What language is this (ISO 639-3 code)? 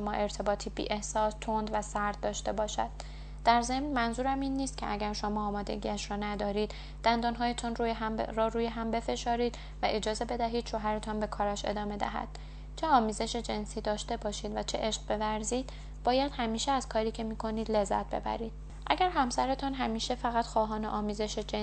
fas